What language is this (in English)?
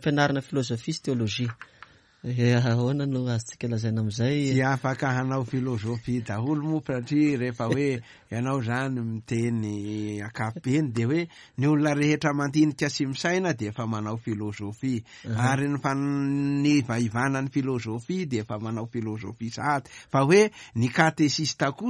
Malagasy